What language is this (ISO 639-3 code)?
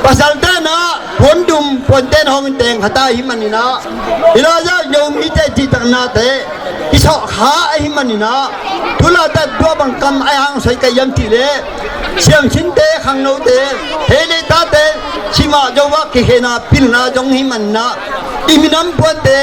ctd